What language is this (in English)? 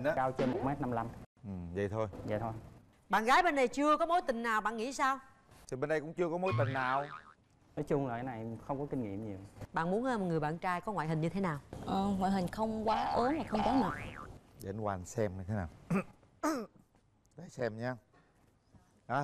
Vietnamese